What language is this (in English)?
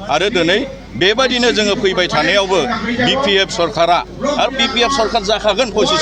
Bodo